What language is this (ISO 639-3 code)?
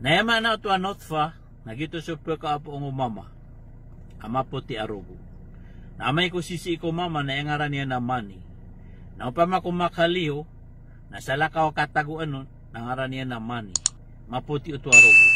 mrw